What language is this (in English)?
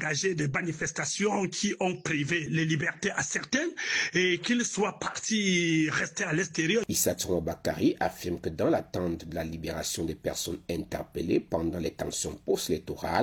French